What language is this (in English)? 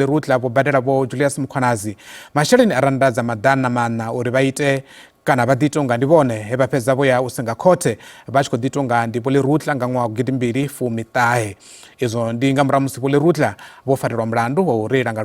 Venda